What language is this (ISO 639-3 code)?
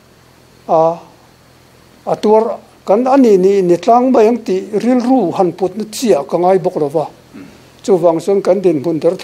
lus